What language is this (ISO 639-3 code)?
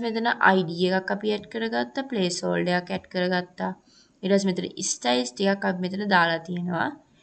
sin